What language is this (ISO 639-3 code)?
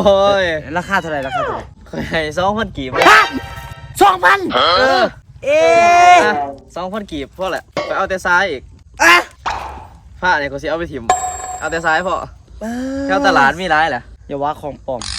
lao